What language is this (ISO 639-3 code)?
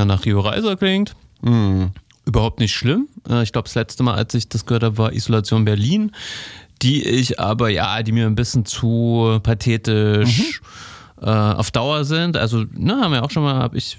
deu